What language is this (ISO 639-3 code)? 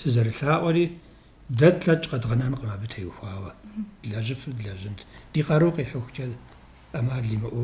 kbd